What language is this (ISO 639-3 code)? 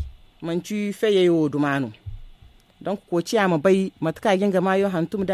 dje